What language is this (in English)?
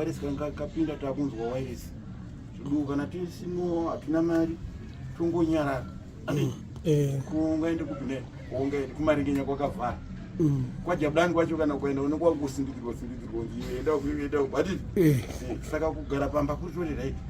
Shona